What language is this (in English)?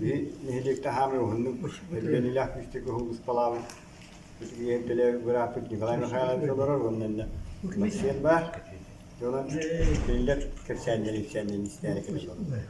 Yakut